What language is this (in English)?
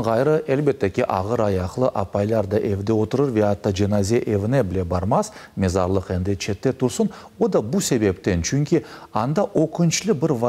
Crimean Tatar